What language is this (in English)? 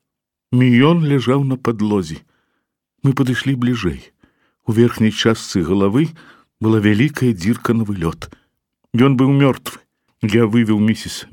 Belarusian